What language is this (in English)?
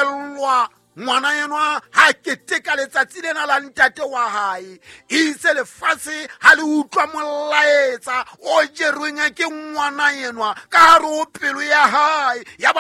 Southern Sotho